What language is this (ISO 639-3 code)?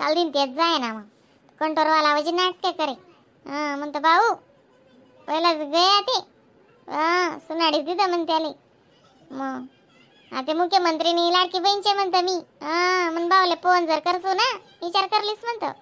khn